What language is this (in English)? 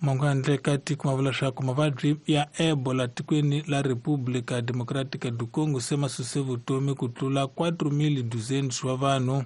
Tsonga